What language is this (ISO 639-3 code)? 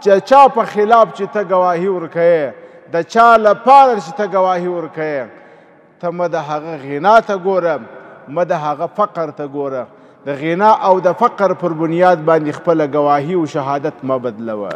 pus